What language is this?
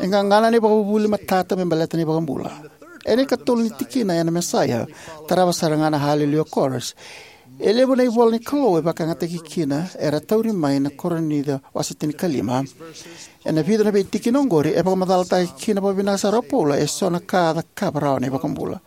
Fijian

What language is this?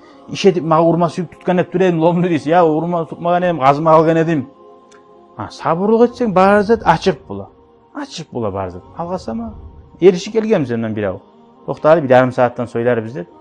Kumyk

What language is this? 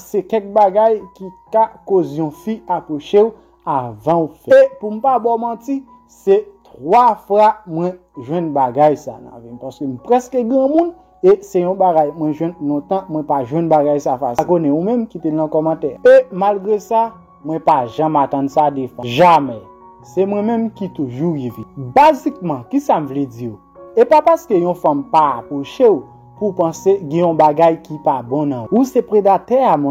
Haitian Creole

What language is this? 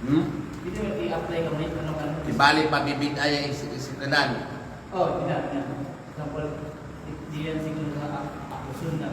Kalagan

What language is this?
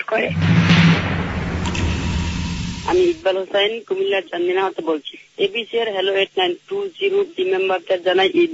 Bangla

